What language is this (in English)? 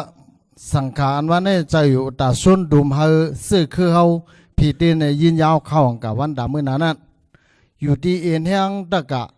Shan